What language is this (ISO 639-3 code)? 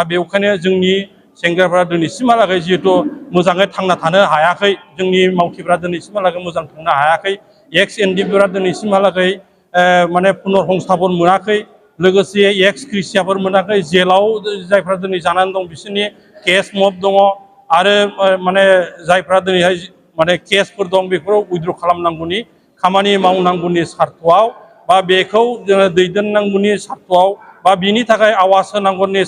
brx